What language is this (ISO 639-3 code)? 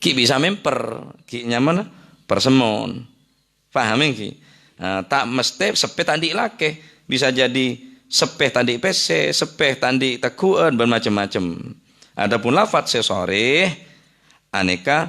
mad